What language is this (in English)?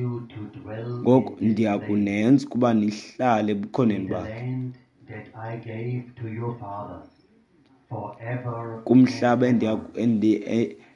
Xhosa